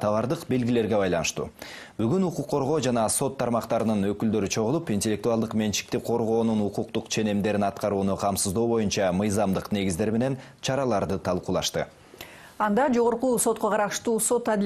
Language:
Kyrgyz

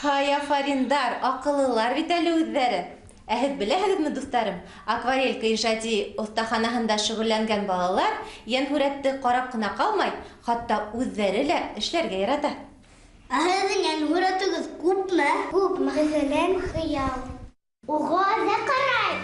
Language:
Bashkir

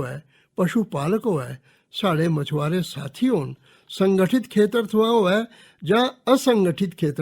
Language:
Dogri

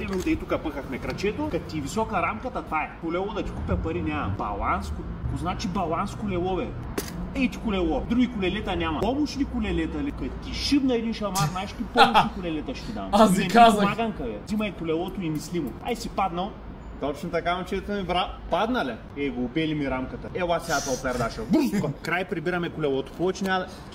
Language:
Bulgarian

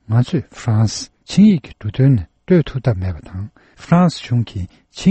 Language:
Tibetan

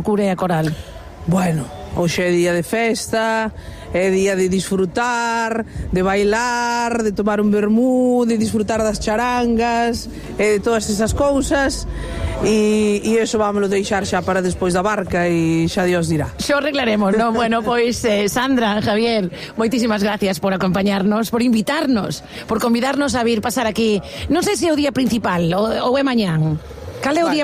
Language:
Galician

